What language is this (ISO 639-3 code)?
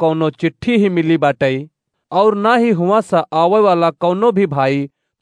awa